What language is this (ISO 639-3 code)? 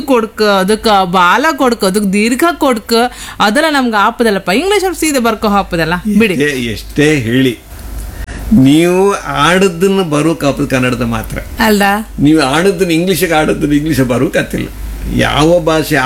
kan